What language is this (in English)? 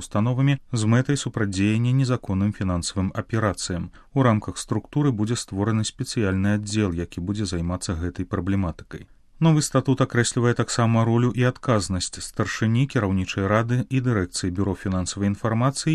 Belarusian